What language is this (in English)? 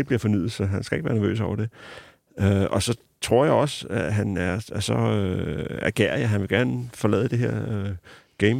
Danish